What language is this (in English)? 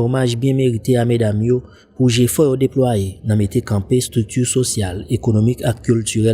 Haitian Creole